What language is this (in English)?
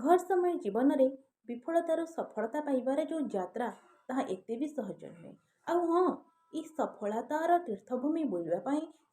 Odia